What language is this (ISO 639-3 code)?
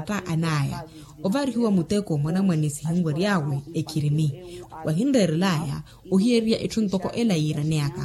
vmw